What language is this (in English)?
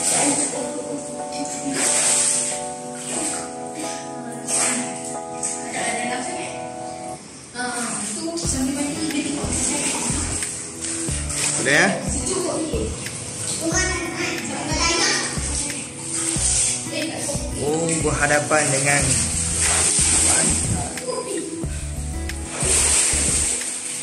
Malay